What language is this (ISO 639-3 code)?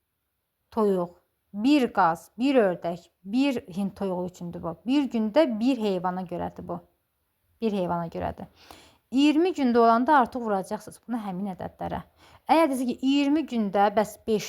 aze